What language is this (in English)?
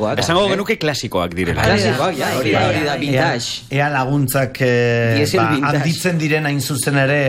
Basque